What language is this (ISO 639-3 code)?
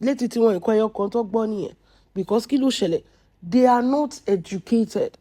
yor